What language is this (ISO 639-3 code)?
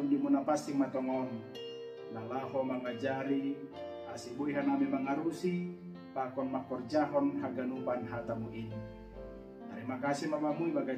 bts